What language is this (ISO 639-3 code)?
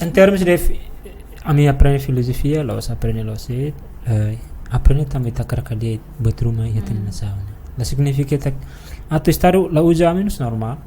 tet